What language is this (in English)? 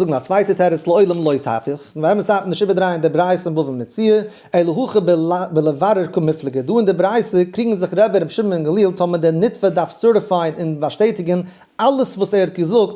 Yiddish